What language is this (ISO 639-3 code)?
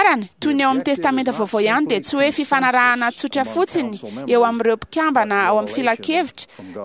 mlg